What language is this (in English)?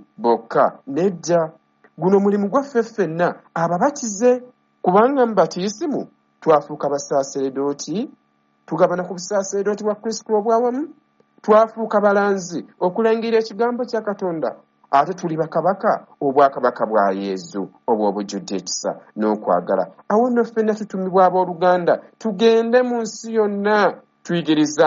Ganda